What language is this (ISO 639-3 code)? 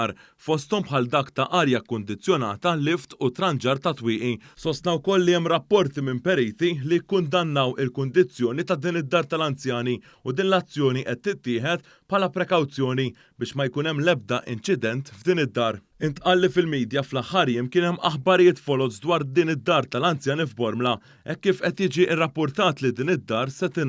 mlt